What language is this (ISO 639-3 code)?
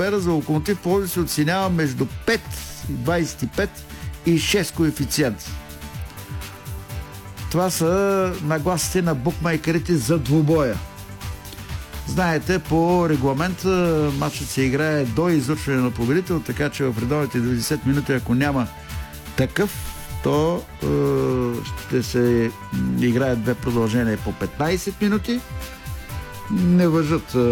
bul